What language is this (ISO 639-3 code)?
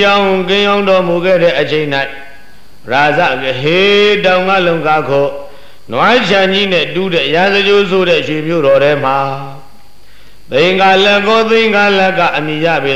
mya